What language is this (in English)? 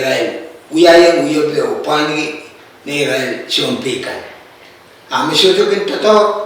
Pohnpeian